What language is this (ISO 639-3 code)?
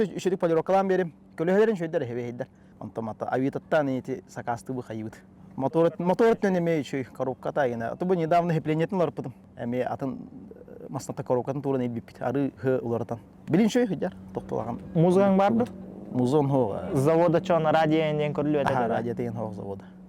sah